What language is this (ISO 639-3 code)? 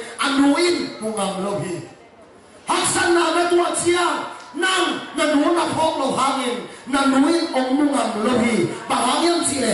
ctd